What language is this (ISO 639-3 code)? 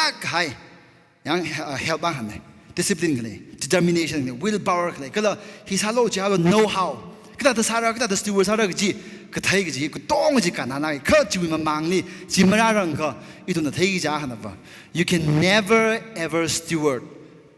nmf